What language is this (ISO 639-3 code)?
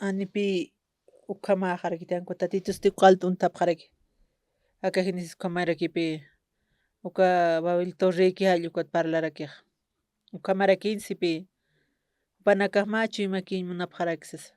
aym